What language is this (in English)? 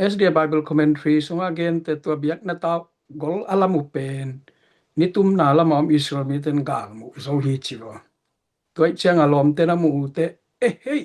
Tedim Chin